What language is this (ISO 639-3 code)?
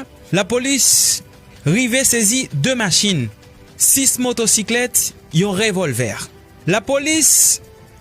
hat